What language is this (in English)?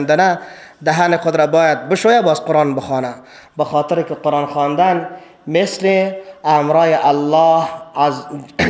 Persian